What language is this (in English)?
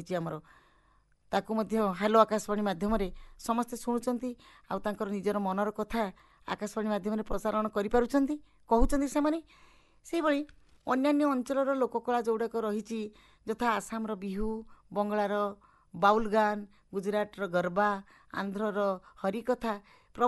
Odia